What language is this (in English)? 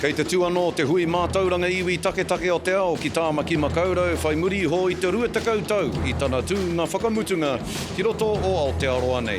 Māori